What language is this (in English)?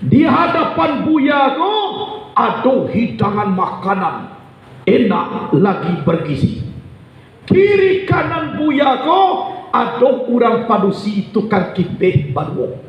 Minangkabau